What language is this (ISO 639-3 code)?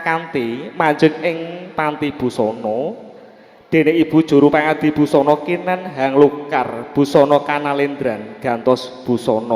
jav